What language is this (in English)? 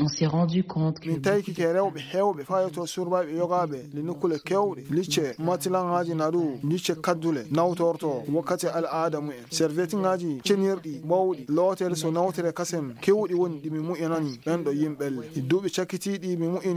Fula